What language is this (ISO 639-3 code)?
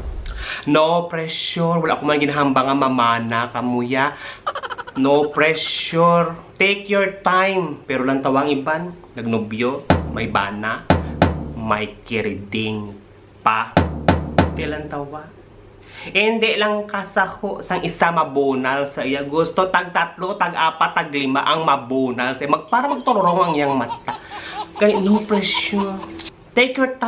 hil